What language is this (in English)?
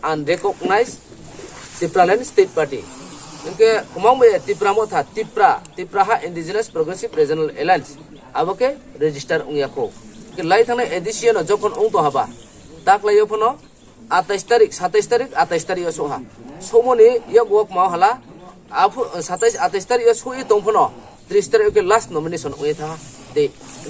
Riang (India)